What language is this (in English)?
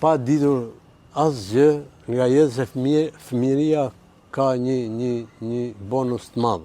Albanian